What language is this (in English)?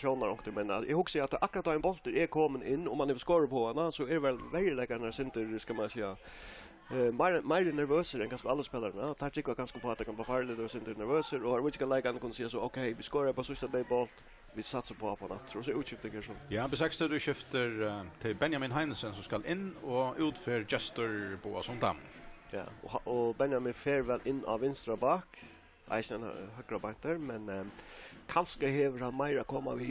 Faroese